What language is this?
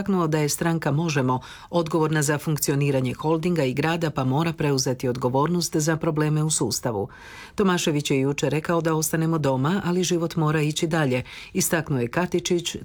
Croatian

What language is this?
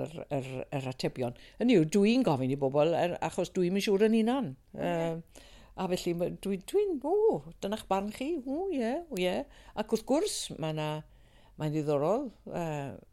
Welsh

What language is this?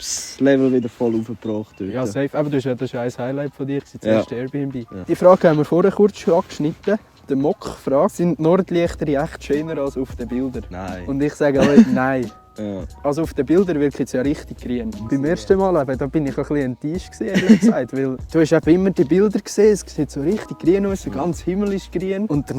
Swiss German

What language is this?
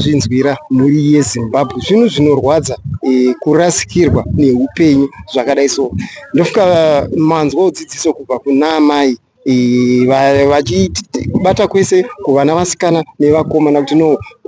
Shona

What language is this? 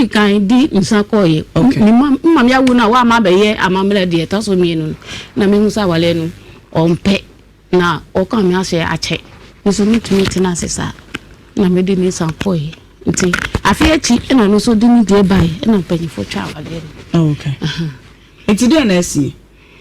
Akan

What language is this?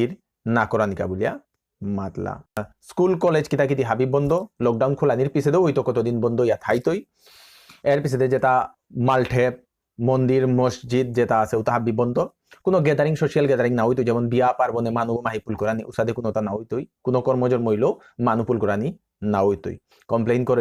Bishnupriya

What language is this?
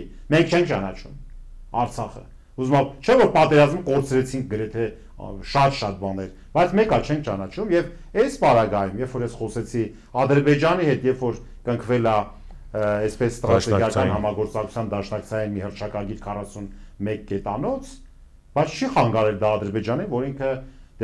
Armenian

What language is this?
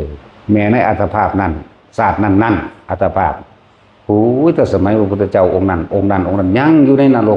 Northeastern Thai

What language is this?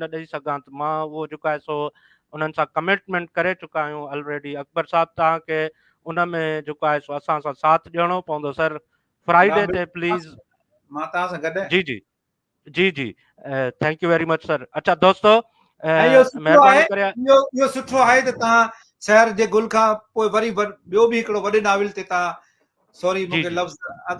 Sindhi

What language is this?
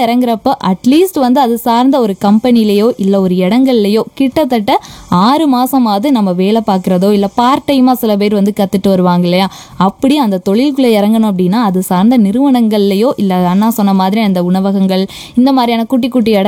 Tamil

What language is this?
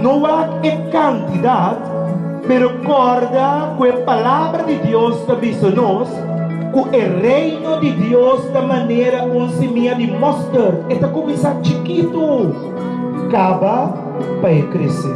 Papiamento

